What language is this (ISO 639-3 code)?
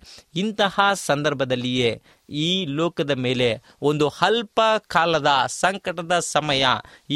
kan